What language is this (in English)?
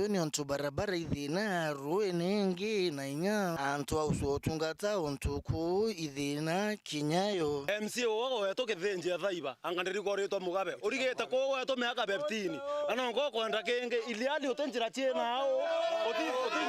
Meru